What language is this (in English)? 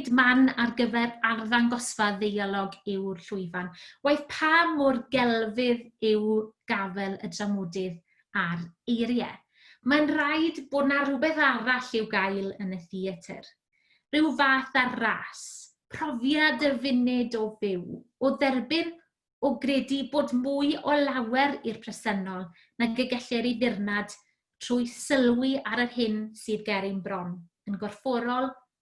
Welsh